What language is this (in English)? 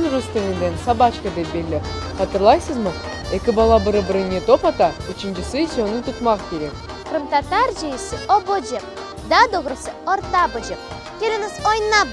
Crimean Tatar